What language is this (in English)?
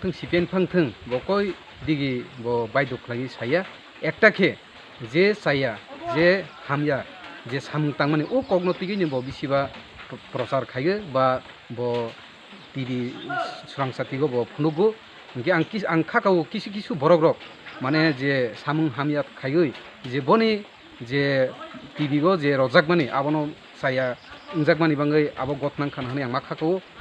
Kok Borok